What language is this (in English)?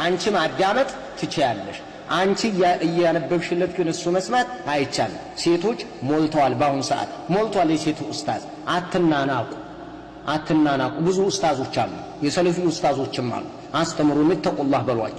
Amharic